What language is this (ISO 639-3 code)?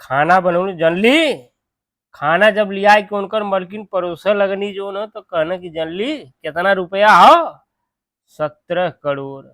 bho